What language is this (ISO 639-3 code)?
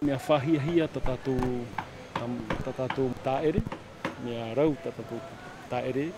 tah